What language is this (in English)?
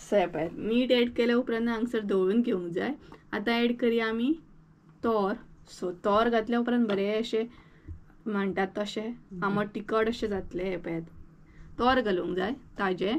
Konkani